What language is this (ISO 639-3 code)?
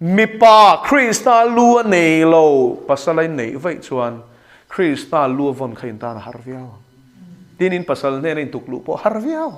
lus